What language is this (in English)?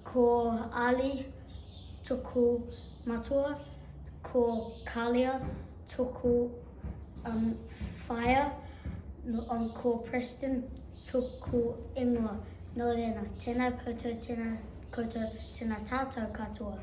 Māori